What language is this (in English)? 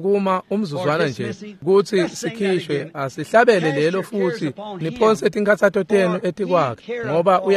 Swati